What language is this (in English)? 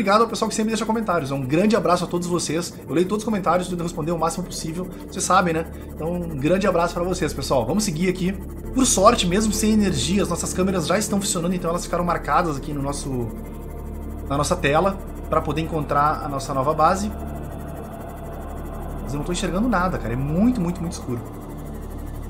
Portuguese